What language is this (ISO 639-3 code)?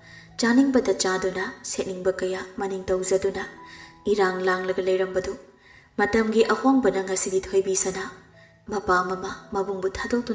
mni